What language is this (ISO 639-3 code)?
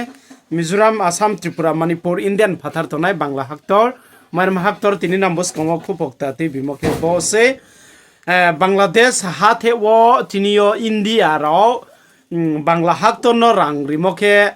ria